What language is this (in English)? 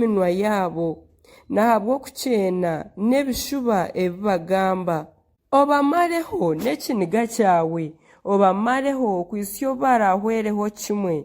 Nyankole